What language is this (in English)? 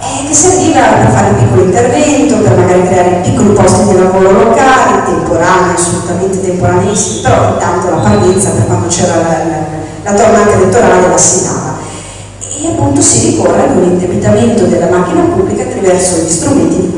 Italian